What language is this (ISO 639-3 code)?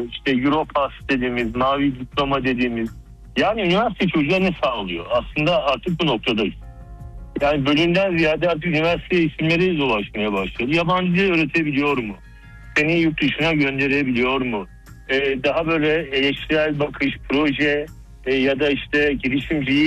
tur